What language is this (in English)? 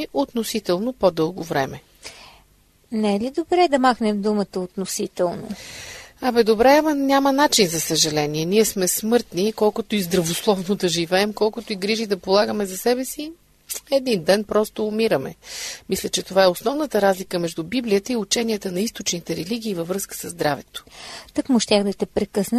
Bulgarian